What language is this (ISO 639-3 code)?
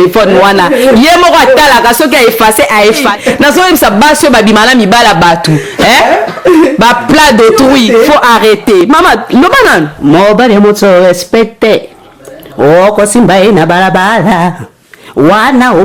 lin